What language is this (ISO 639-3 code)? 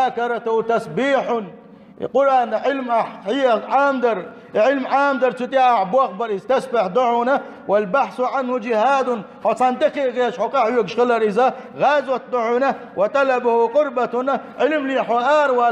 che